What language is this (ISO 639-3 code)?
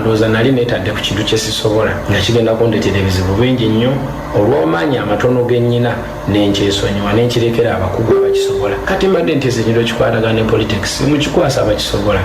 lug